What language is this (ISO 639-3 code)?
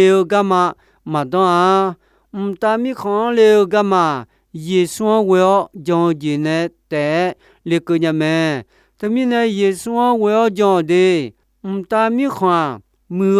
ahk